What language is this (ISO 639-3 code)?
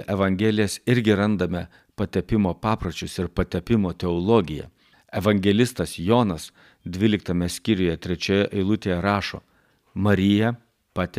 lit